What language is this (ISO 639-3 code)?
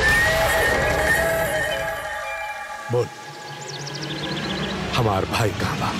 bho